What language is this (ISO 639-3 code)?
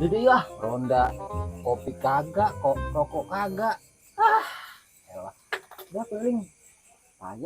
bew